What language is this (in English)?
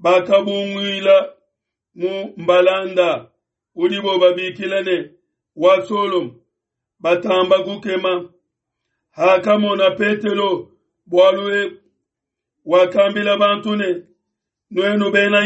Luba-Lulua